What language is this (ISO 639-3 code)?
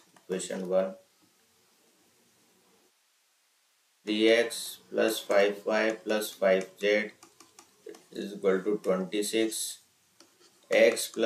hin